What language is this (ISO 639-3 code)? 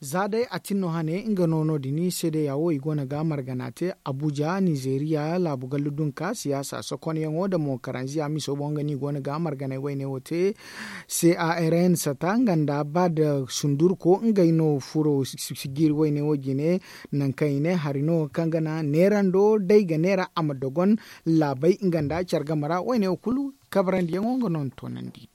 dje